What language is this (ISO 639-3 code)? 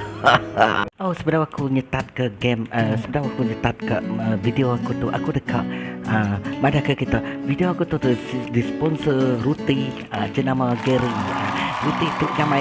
iba